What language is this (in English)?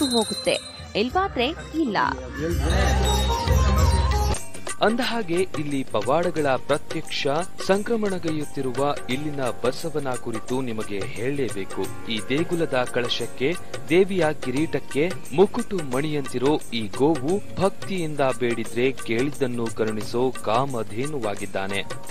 Kannada